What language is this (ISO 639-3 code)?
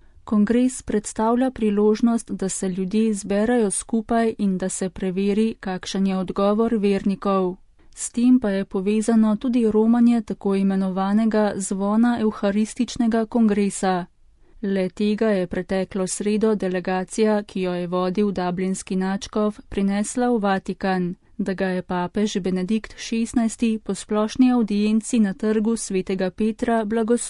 slv